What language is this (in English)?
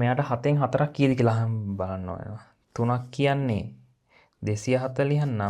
Sinhala